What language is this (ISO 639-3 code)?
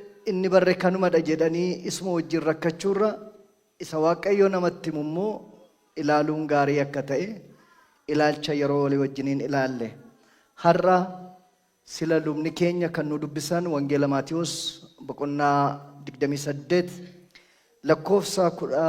orm